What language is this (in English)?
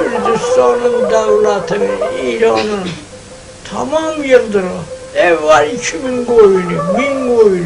South Azerbaijani